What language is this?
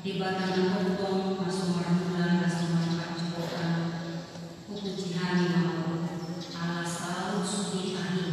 Batak Toba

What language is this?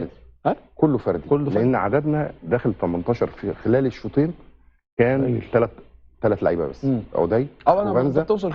Egyptian Arabic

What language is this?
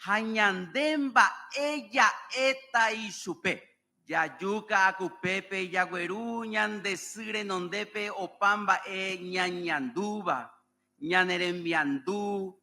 Guarani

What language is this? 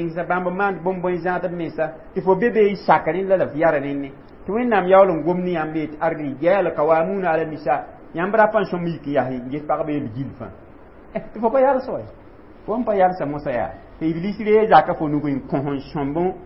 Mossi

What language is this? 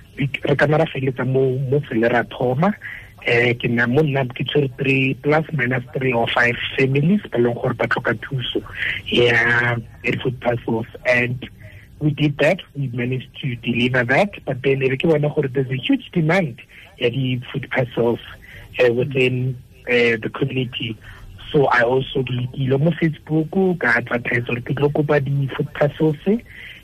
Tswana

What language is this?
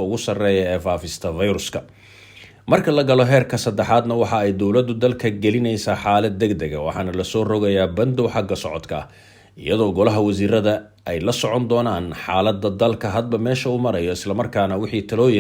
Somali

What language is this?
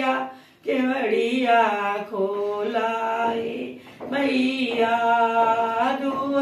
Bhojpuri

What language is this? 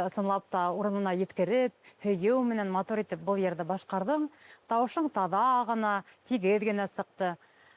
Bashkir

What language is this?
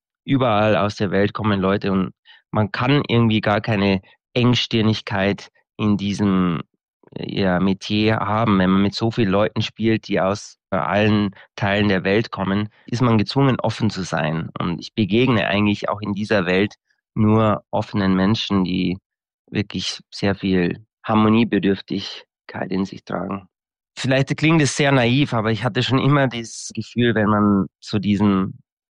German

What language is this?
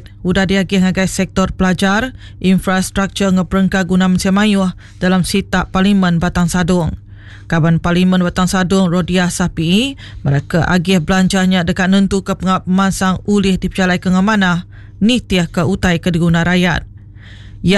Iban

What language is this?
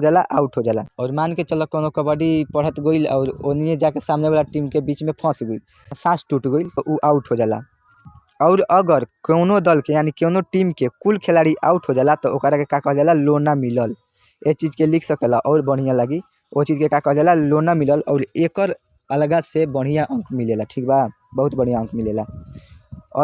Bhojpuri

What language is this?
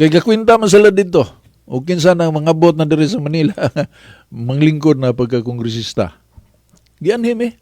Cebuano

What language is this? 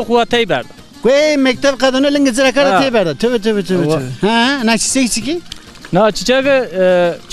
Zaza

